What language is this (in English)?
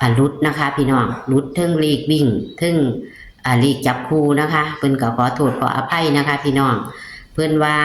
Northeastern Thai